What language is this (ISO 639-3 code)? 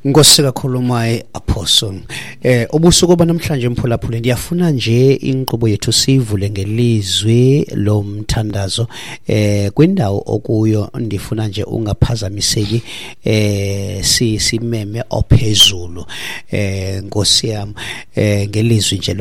xho